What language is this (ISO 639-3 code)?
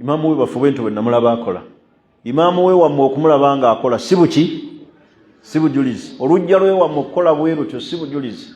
lug